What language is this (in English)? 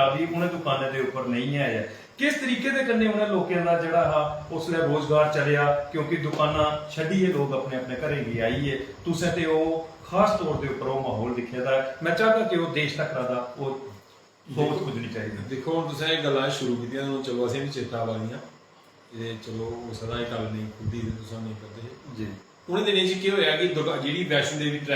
Dogri